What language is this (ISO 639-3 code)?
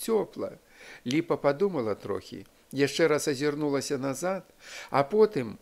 bel